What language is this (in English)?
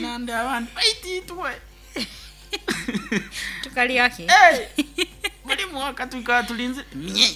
Nyoro